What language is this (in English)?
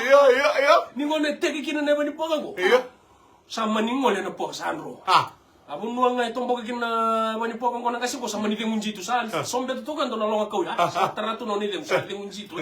Fijian